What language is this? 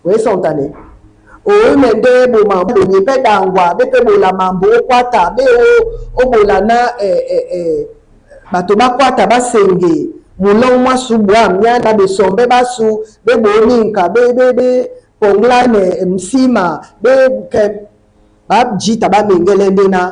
Duala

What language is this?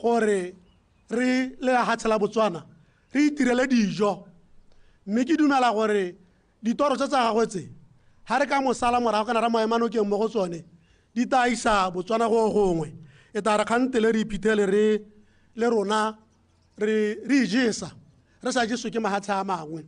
Tswana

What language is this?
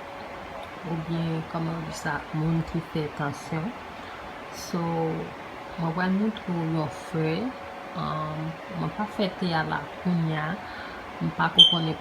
Haitian Creole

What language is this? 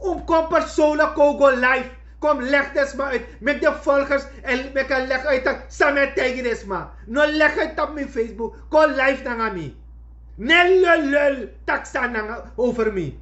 Sranan Tongo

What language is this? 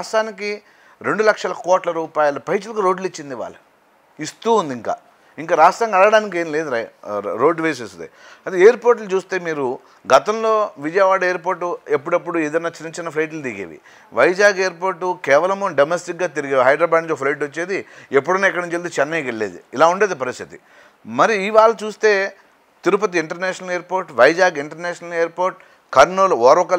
Telugu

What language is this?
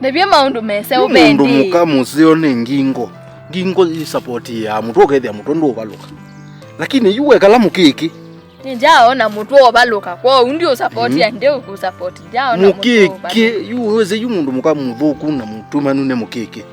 Kamba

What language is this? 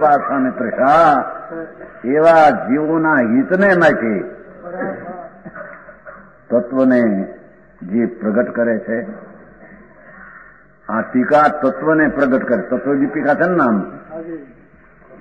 Gujarati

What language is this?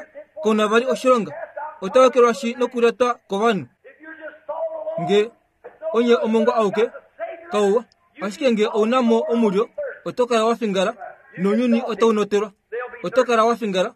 Kuanyama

